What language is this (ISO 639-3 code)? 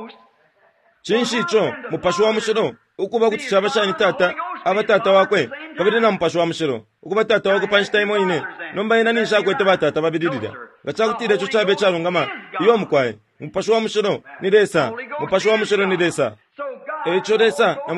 bem